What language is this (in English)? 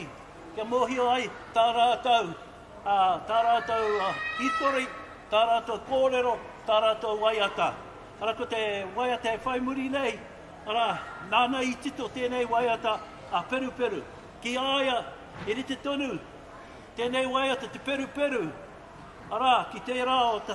Māori